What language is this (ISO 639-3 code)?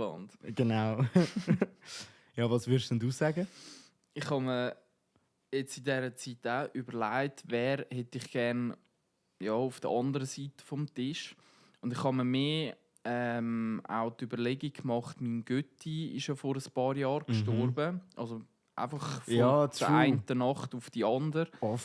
gsw